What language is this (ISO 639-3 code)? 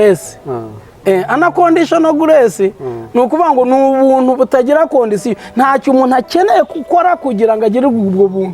kin